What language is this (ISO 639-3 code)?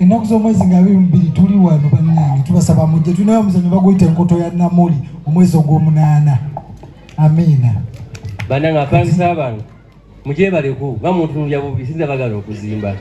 lug